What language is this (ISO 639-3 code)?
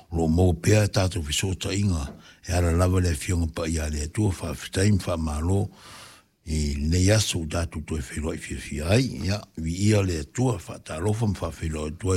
smo